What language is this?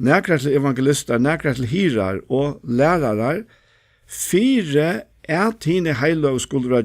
Faroese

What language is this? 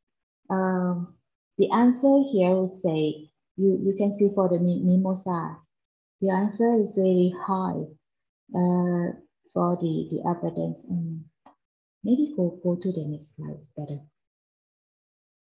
English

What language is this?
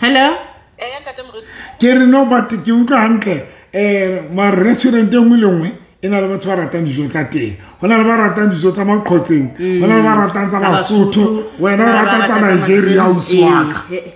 Southern Sotho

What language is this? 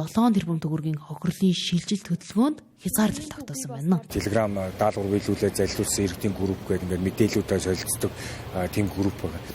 Mongolian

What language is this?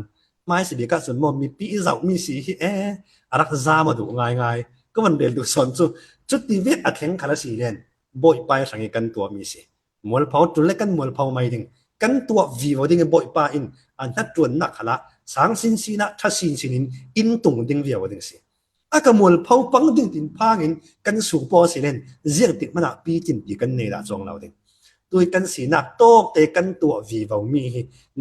Falam Chin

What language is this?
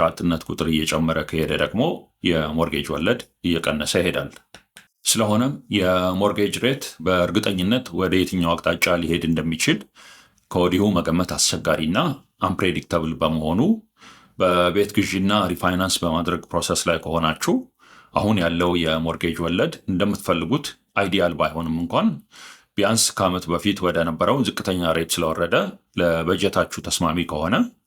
Amharic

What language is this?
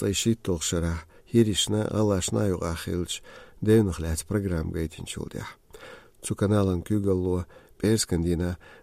Chechen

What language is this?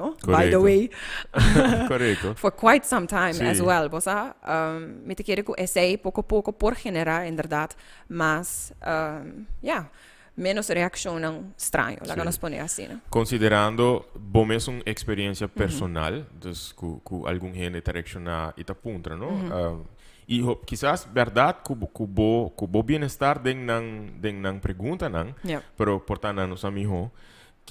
Papiamento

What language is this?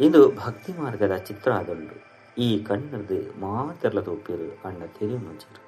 Tulu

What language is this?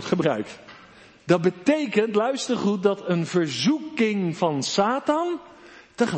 Dutch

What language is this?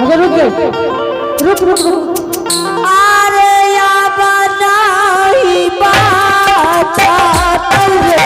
Angika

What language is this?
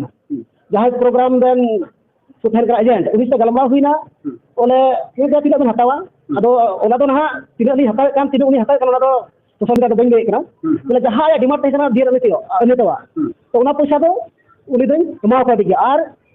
Santali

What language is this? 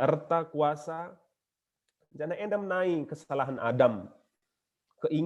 Batak Karo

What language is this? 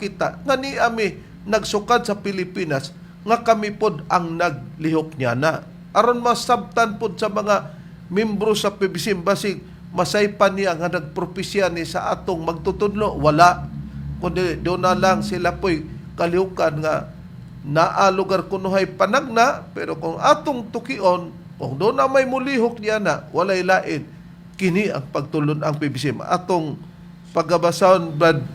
Cebuano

